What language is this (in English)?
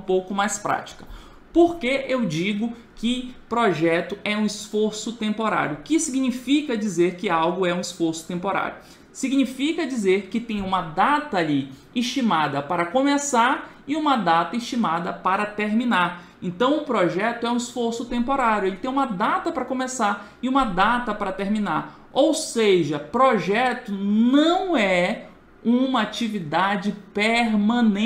Portuguese